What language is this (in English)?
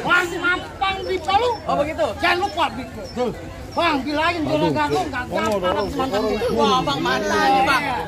Betawi